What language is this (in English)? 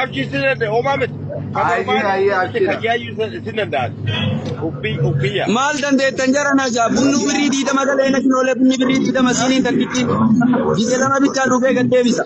Oromo